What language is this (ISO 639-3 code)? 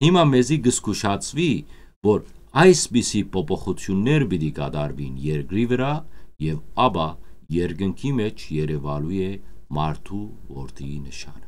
hyw